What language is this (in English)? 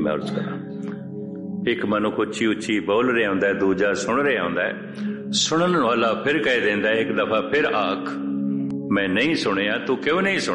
Punjabi